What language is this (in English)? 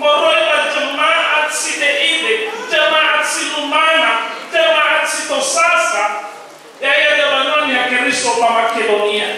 Nias